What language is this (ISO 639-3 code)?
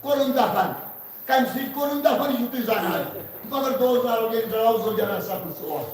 kas